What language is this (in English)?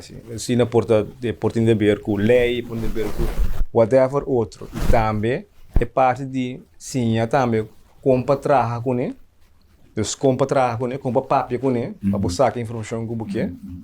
Papiamento